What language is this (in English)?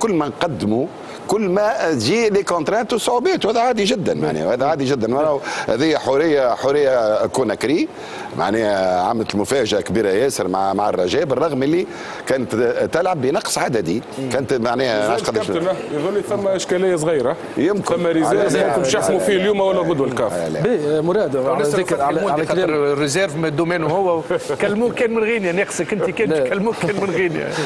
Tunisian Arabic